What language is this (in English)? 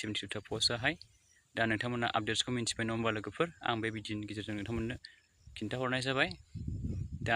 Bodo